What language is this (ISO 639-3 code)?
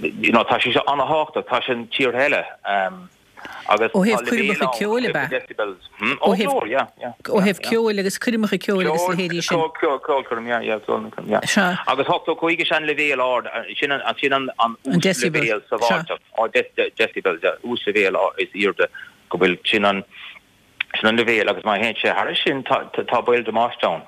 gle